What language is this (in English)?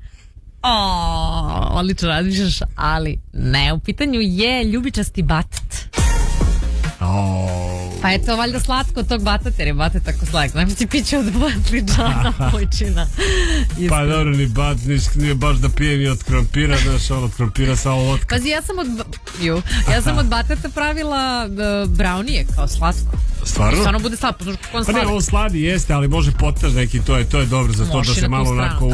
Serbian